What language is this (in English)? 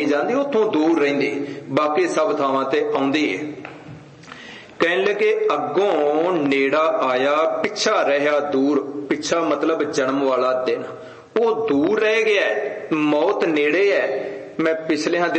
Punjabi